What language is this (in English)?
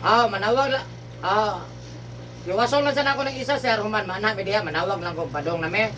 Cebuano